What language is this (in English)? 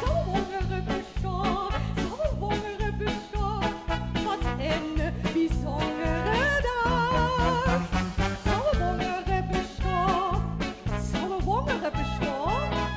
Limburgish